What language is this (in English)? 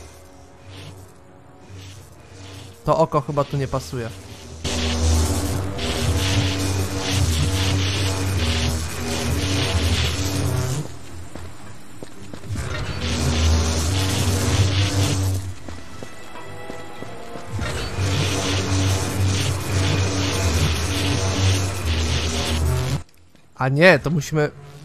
Polish